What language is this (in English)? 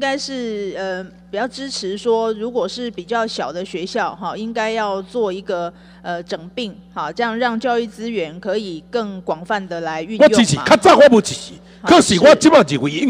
Chinese